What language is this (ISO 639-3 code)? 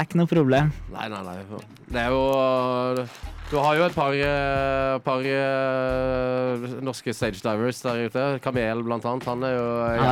nor